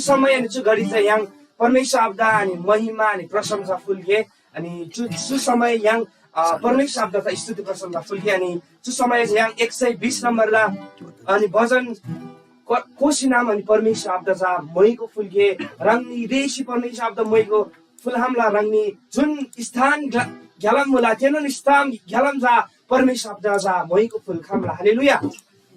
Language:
Eastern Tamang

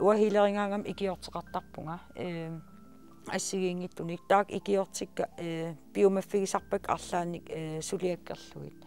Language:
Kalaallisut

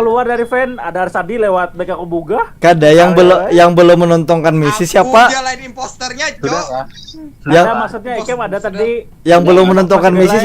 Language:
Banjar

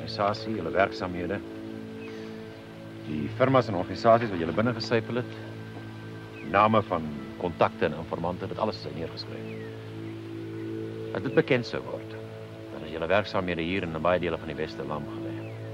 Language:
Afrikaans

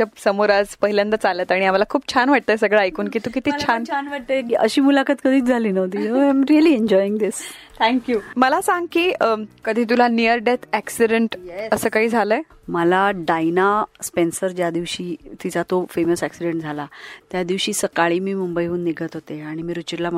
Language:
Marathi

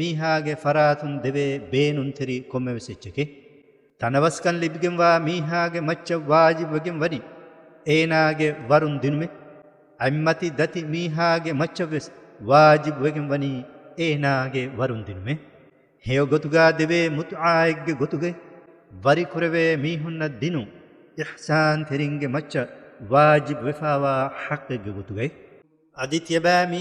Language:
Divehi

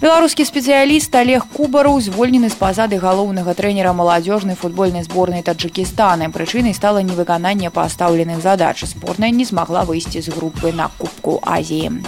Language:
Belarusian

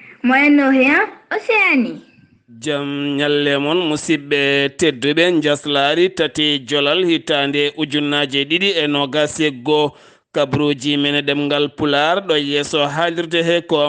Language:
Fula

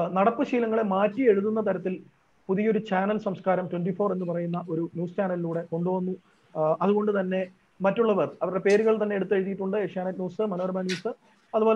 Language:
Malayalam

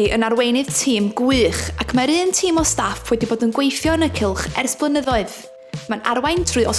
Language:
Welsh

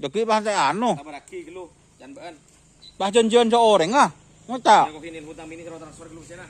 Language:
Madurese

